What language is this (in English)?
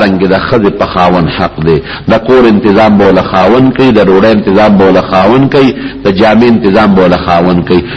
Pashto